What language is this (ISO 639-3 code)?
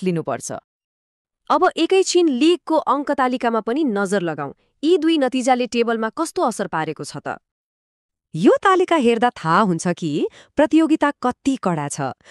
nep